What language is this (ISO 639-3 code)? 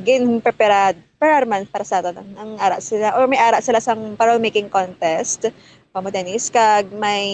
hil